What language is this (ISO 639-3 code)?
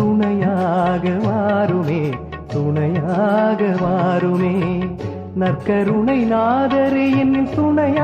tam